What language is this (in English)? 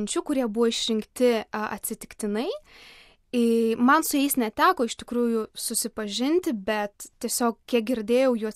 Lithuanian